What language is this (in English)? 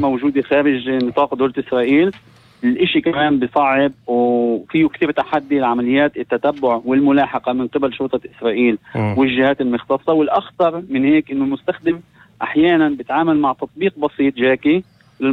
North Levantine Arabic